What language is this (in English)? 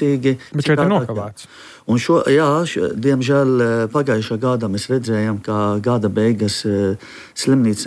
Latvian